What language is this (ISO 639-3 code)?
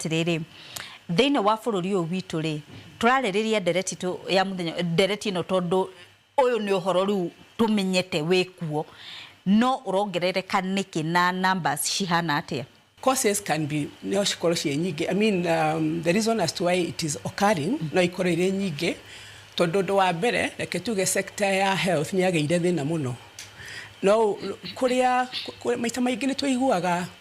kik